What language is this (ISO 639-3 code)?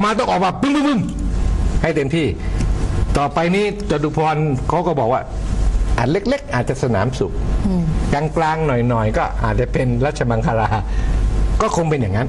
tha